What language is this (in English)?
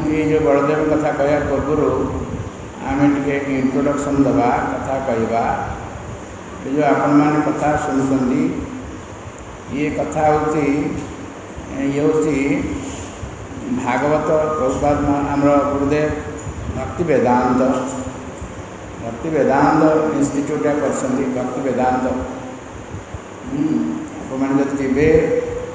Odia